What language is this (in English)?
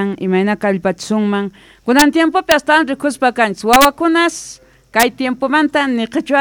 Quechua